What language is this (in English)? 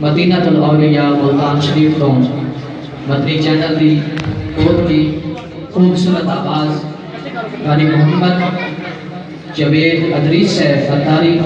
Saraiki